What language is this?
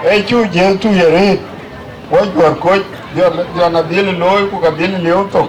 Dinka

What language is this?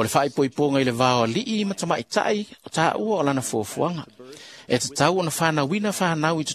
Samoan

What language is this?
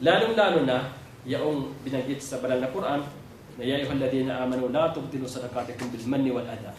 Maranao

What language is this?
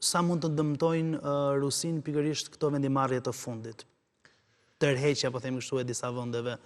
Albanian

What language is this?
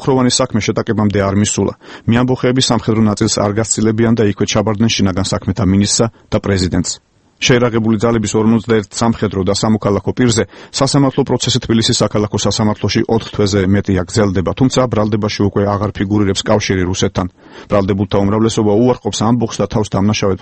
Georgian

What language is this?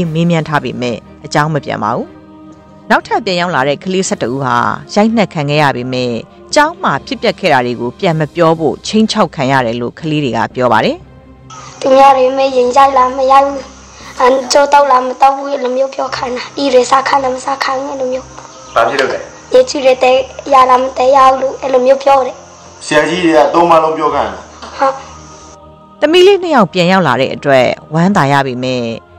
Burmese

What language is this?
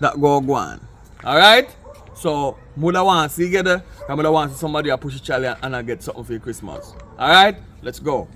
Jamaican Creole English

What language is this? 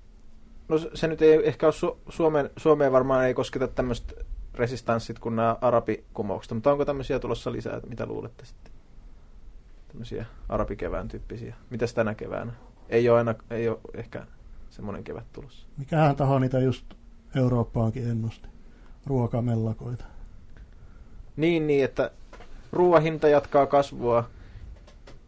Finnish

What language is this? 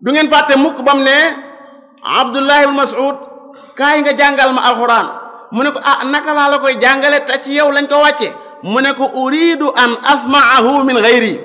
Wolof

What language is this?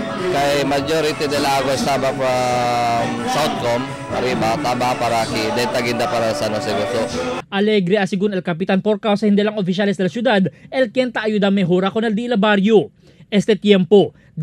Chavacano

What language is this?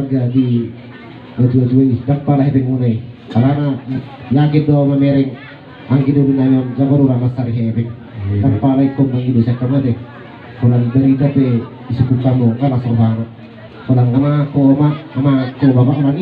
Batak Toba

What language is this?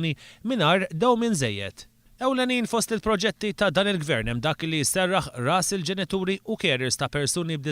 Maltese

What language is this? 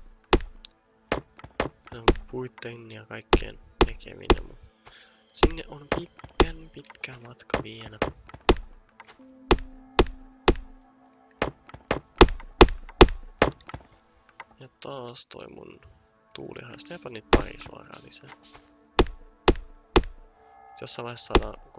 Finnish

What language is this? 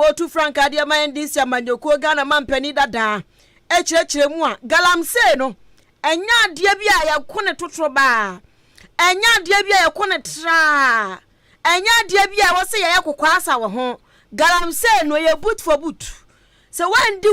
Akan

